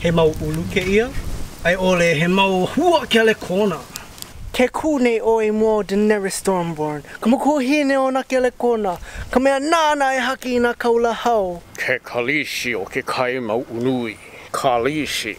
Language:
Hawaiian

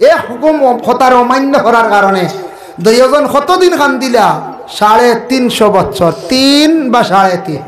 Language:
Sylheti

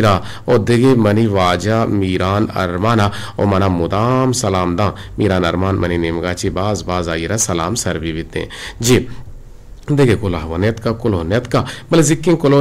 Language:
Eastern Balochi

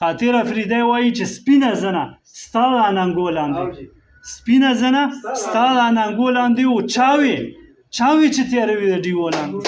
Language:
Pashto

